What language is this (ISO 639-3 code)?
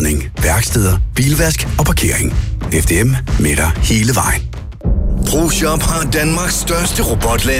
dan